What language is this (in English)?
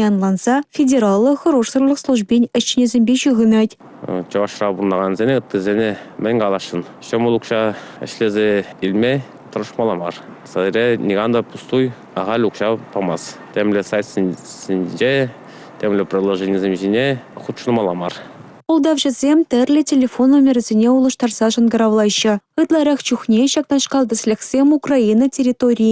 Chuvash